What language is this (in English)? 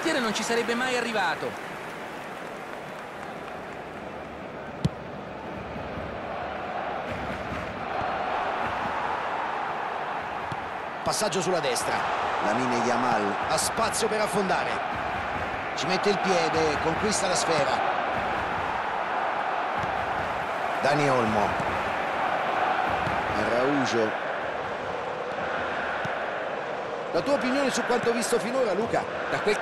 Italian